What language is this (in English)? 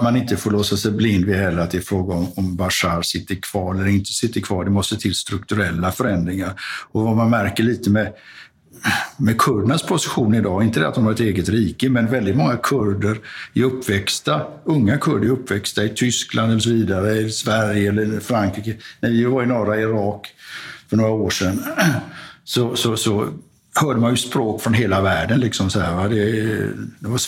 Swedish